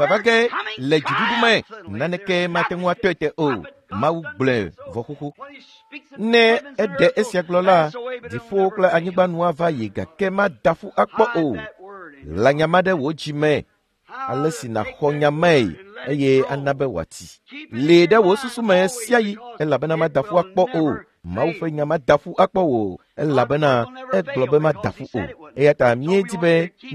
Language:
Ewe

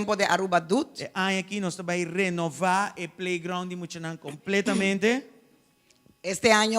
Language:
Papiamento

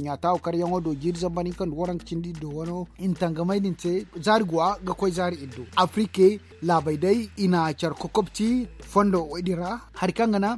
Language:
Zarma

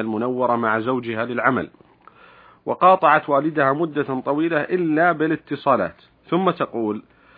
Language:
Arabic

